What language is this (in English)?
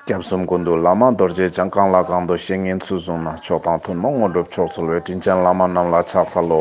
Ladakhi